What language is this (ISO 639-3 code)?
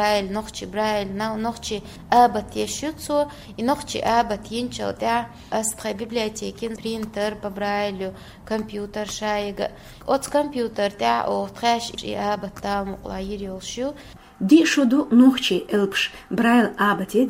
che